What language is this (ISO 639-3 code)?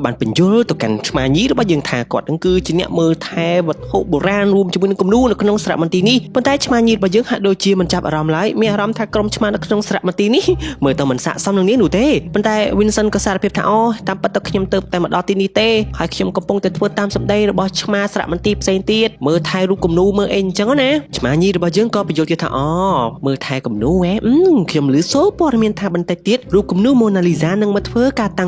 khm